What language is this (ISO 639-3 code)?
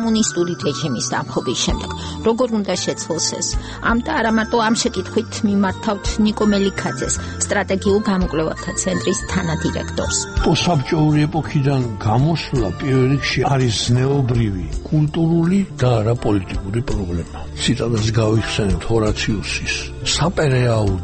kat